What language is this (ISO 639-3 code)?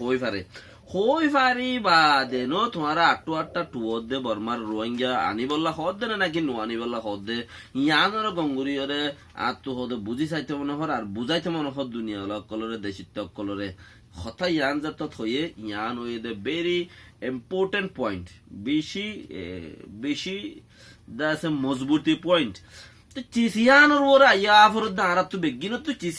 rhg